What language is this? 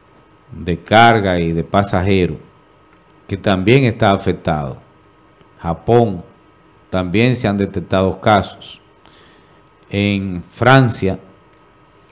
Spanish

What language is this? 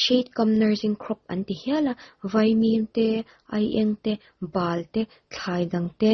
Mizo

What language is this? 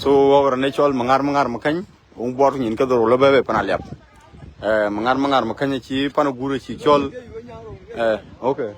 Dinka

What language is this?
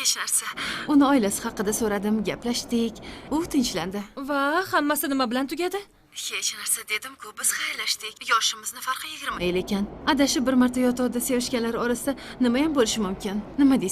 Uzbek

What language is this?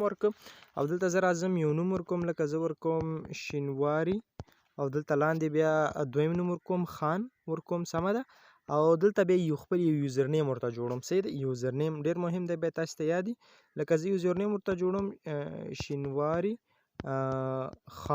Pashto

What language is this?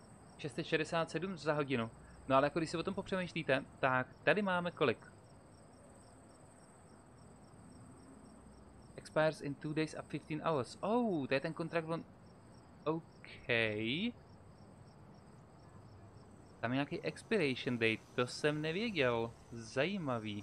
Czech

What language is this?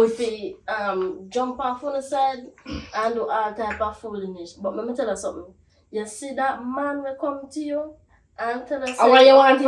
Jamaican Creole English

